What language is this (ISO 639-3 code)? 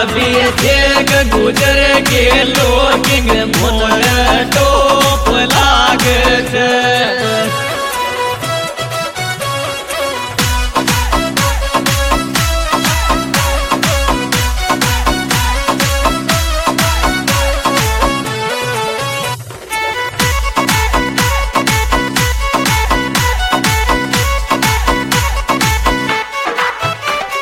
hin